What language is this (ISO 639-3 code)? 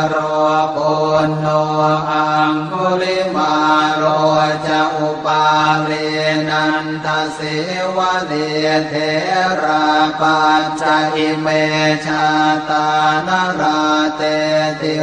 pli